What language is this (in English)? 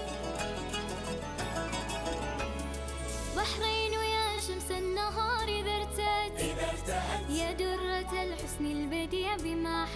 Arabic